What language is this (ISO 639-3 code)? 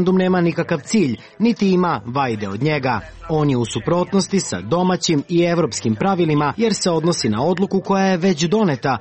srp